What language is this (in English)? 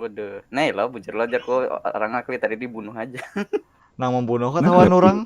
Banjar